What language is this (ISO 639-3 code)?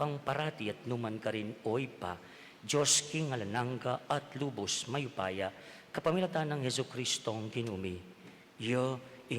pam